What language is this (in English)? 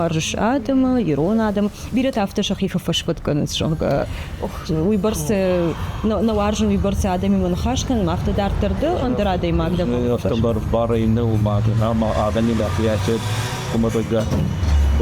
Ossetic